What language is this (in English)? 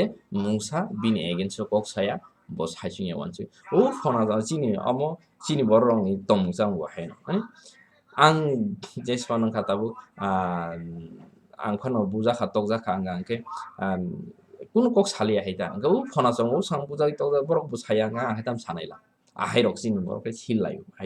Kok Borok